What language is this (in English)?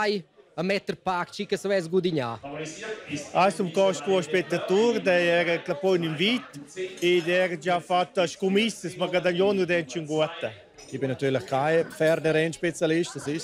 Romansh